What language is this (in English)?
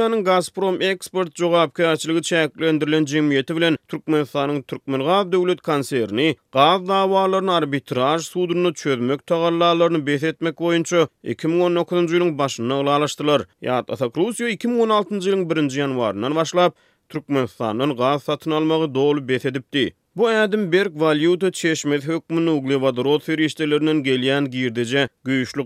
Turkmen